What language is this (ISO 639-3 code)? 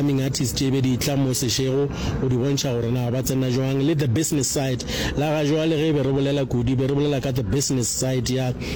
nso